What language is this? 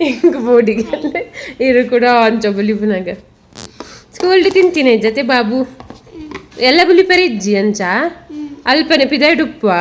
Tulu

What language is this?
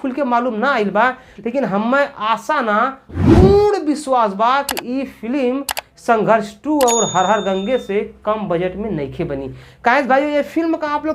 Bhojpuri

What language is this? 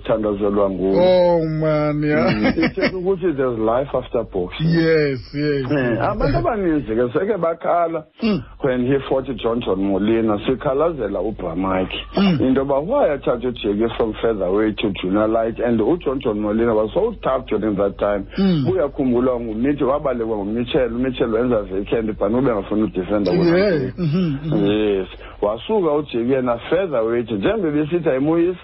Xhosa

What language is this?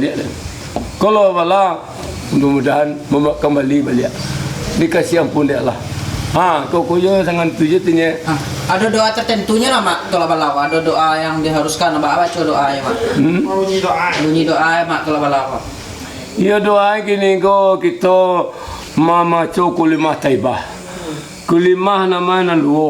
Minangkabau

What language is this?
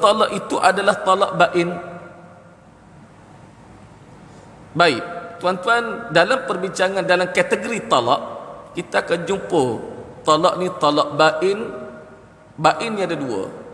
Malay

